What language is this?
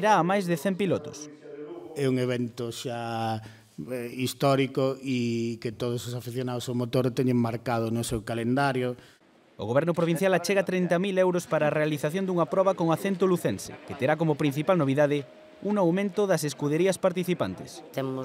Galician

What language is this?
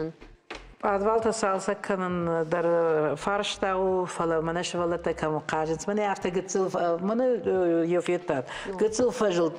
Ossetic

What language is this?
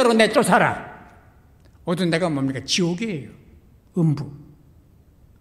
Korean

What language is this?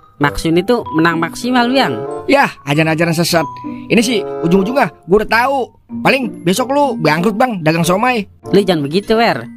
Betawi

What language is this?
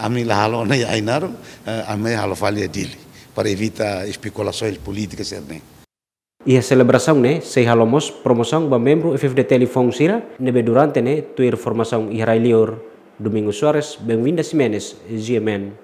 Tetum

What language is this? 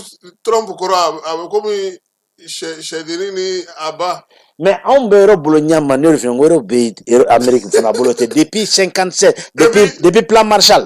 Bambara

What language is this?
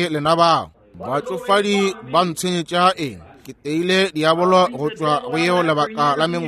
Northern Sotho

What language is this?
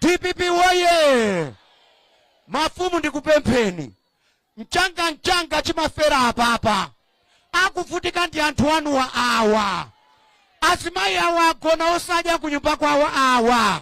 Nyanja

